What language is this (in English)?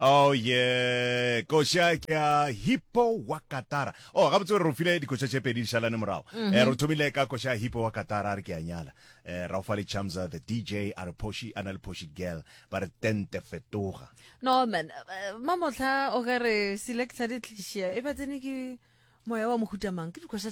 Northern Sotho